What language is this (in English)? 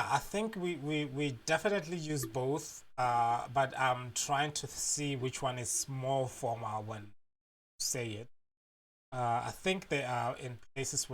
Tswana